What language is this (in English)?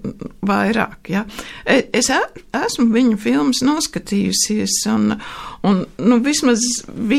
Latvian